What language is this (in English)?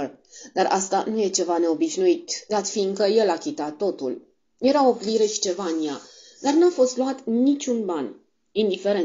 Romanian